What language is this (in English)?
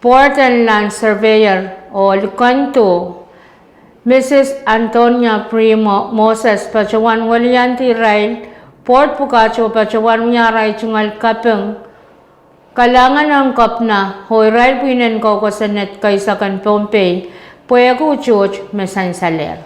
Pohnpeian